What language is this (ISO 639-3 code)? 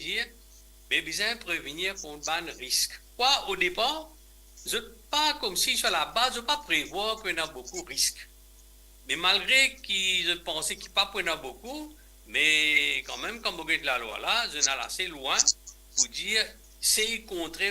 mfe